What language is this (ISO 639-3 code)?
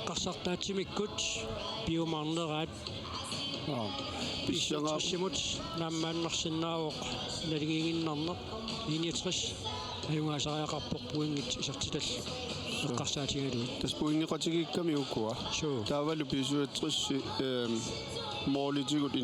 kal